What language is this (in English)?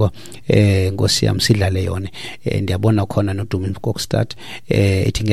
Xhosa